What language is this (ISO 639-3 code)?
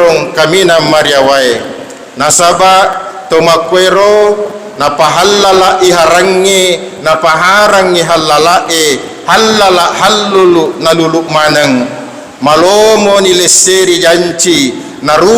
bug